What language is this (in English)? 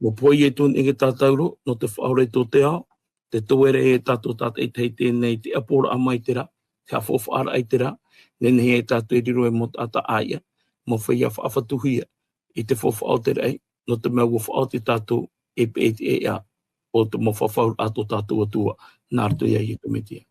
Tahitian